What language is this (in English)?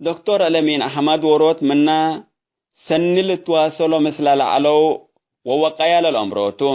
Tigre